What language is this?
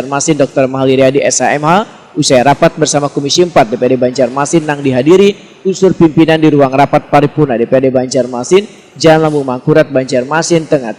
Banjar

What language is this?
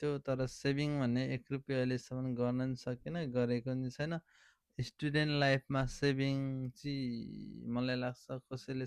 Nepali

